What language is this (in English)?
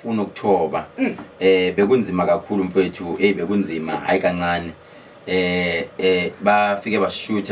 Zulu